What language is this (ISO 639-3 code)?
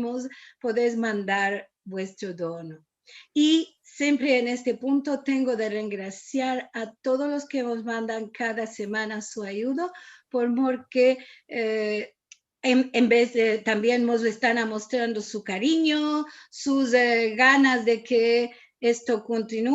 lad